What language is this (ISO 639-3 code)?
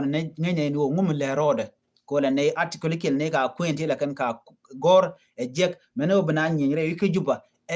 nus